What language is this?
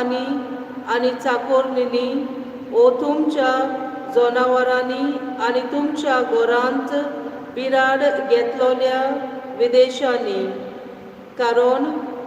Konkani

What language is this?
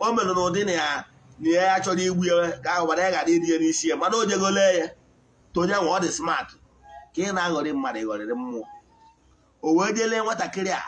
Igbo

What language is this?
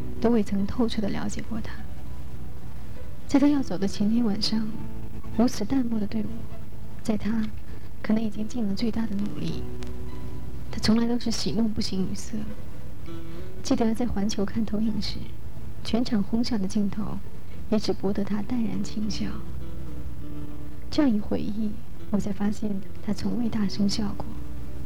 Chinese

